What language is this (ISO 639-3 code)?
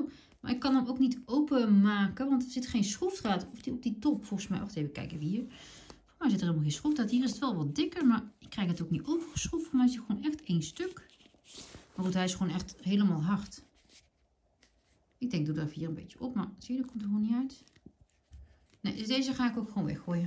nld